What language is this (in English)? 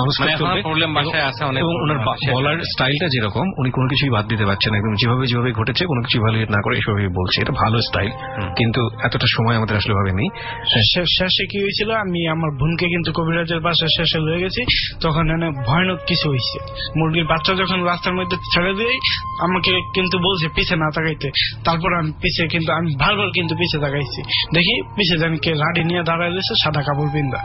Bangla